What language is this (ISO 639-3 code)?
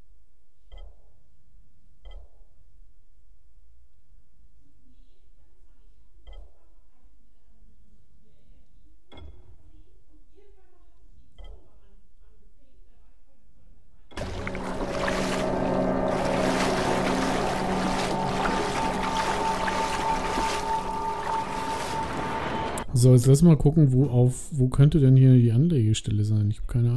deu